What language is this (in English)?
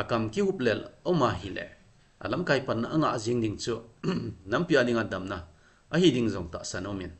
Thado Chin